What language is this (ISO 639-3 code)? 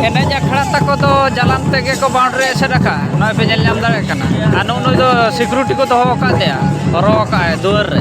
sat